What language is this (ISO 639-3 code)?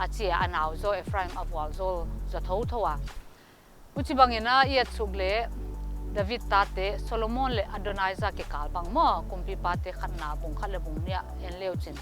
pck